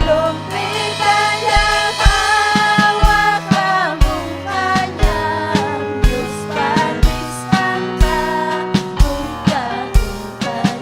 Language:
Ayacucho Quechua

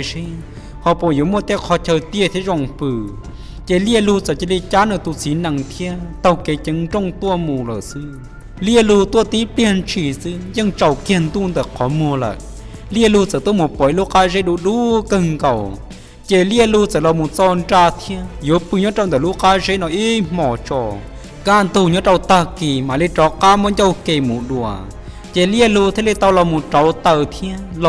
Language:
Hmong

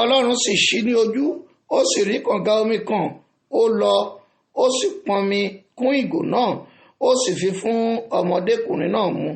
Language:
Yoruba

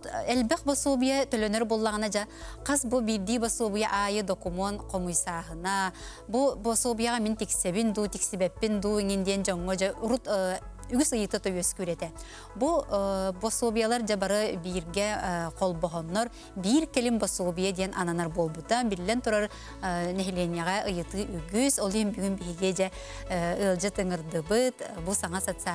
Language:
Yakut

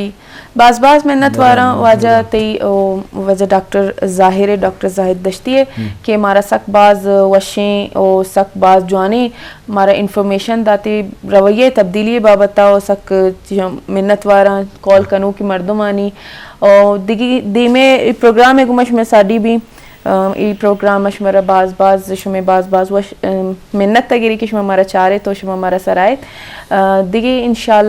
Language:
Eastern Balochi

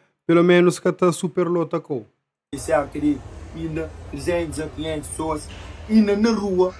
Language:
Kabuverdianu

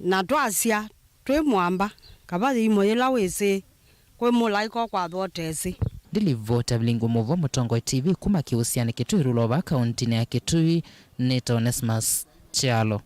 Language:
Kamba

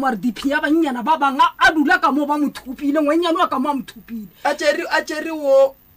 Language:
Northern Sotho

